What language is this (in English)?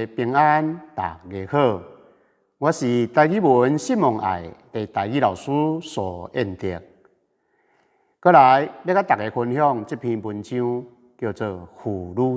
Min Nan Chinese